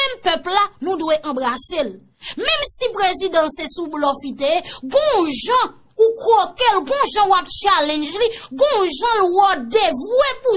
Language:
Haitian Creole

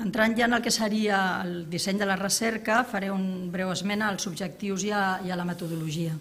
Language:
Catalan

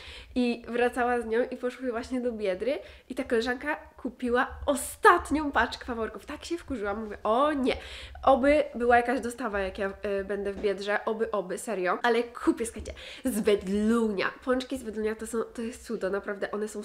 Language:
Polish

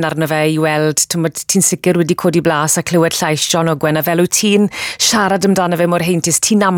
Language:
Welsh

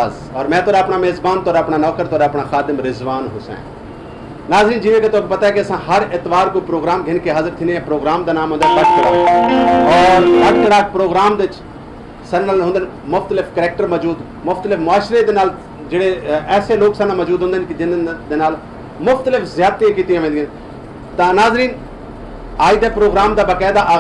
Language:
Saraiki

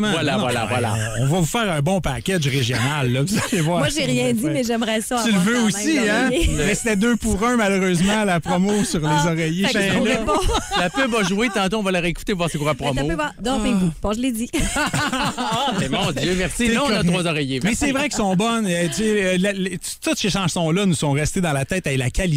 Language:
French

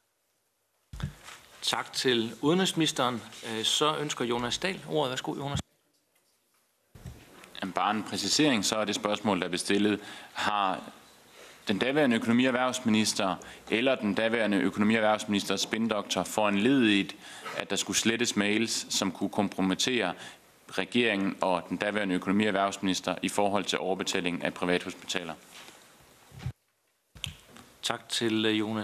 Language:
Danish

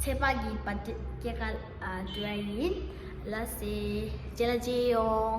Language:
Tibetan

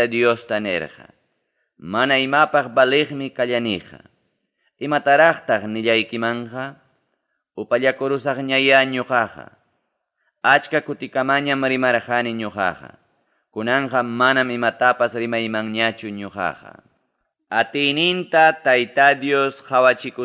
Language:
Ayacucho Quechua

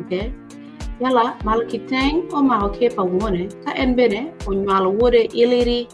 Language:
Acoli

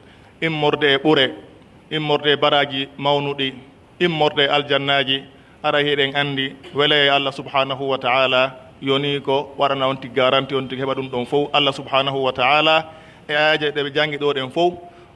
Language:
Pular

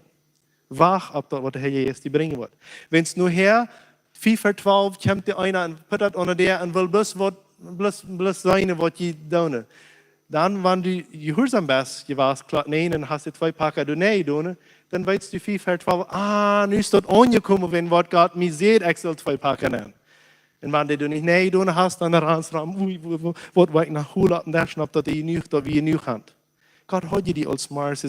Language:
Plautdietsch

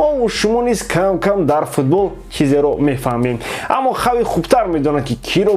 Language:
Tajik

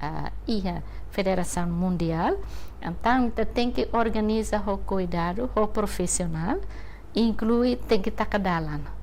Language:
Tetum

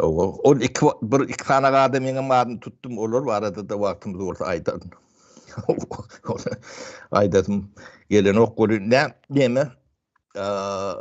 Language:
Turkmen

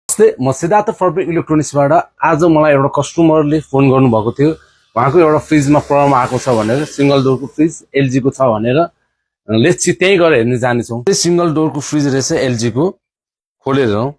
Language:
Nepali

